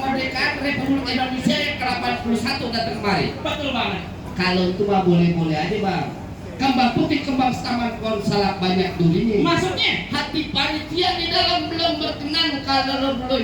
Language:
Betawi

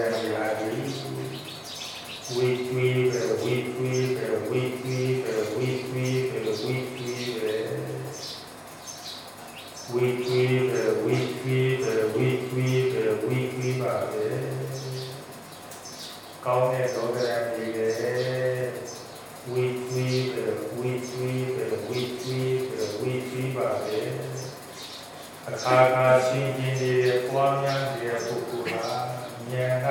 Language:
Burmese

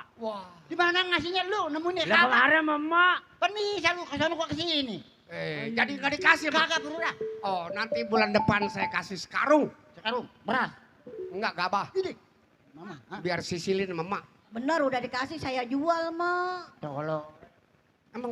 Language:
Betawi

